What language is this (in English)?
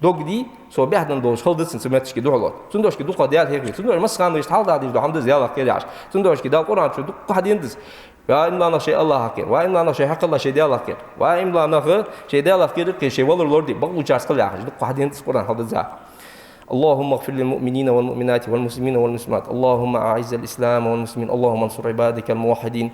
Ingush